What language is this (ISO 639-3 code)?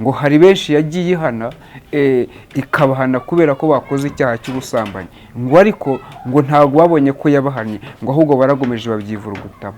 kin